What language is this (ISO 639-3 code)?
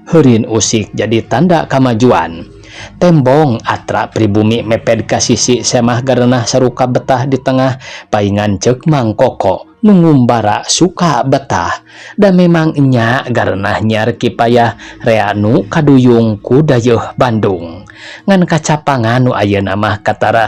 sun